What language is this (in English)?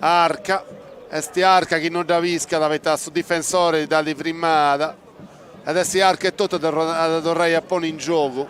Sardinian